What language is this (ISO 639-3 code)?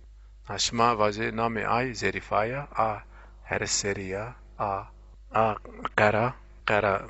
zza